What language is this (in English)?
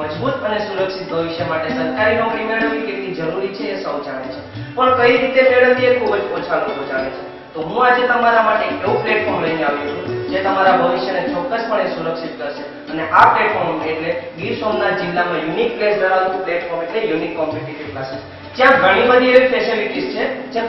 Gujarati